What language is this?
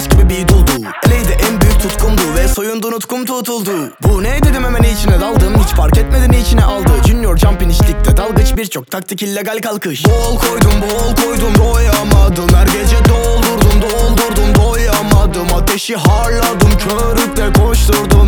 Turkish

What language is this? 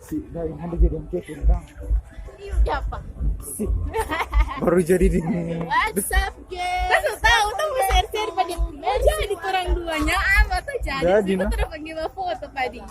Manado Malay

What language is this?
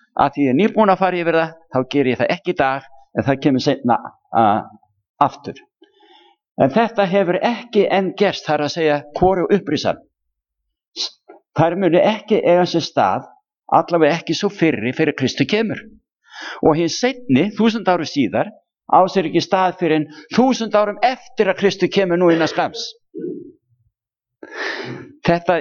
Icelandic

